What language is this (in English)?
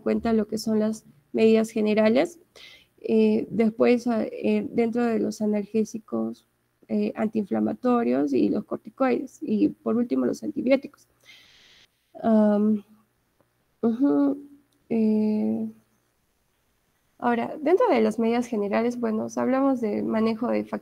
Spanish